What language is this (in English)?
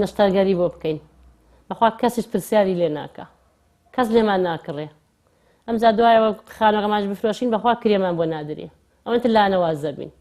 Central Kurdish